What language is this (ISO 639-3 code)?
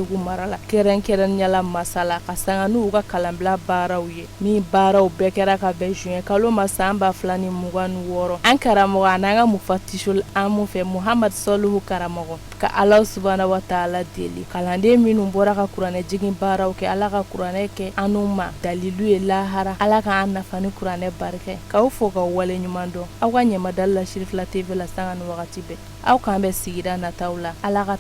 bam